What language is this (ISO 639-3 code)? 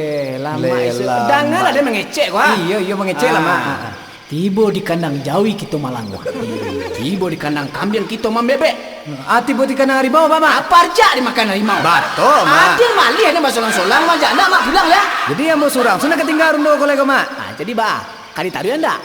min